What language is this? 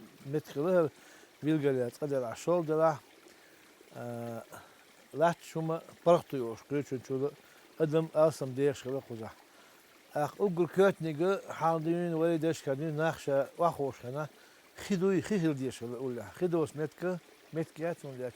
Chechen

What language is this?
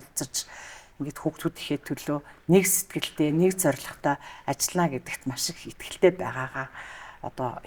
Mongolian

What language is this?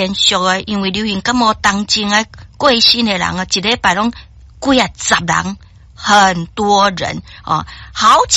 Min Nan Chinese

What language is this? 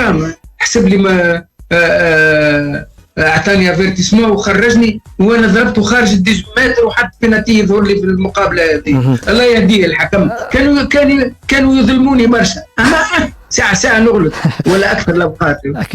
Tunisian Arabic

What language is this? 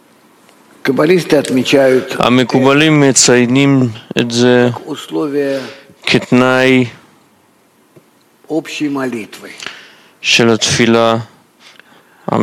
Hebrew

